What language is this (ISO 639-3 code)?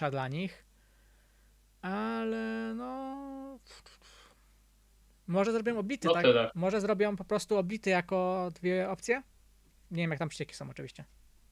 pol